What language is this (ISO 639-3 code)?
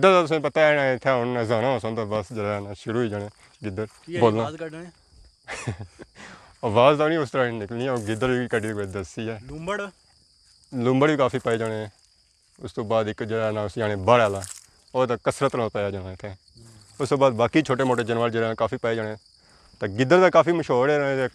phr